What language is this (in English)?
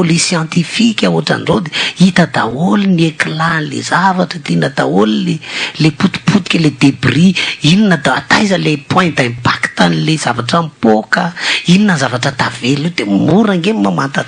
Malagasy